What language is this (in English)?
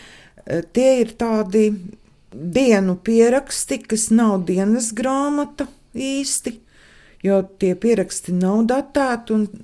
Latvian